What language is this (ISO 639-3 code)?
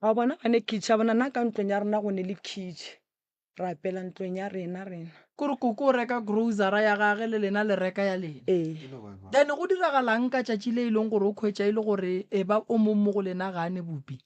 nso